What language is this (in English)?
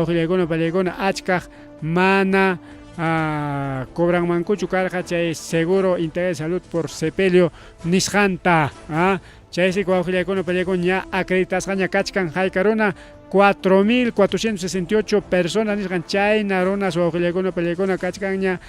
Ayacucho Quechua